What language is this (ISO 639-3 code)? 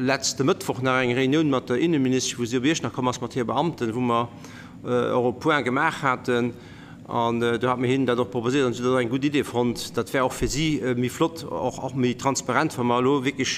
ltz